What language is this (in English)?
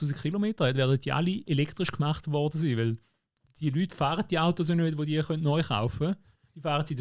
Swiss German